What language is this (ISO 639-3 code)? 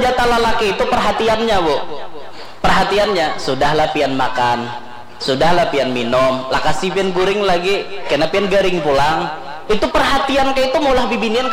bjn